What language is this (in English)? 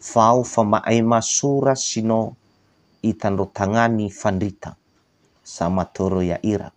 Nias